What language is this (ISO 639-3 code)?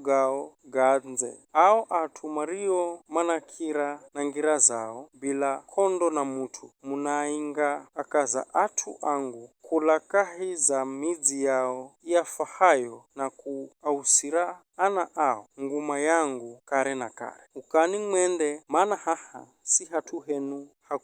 nyf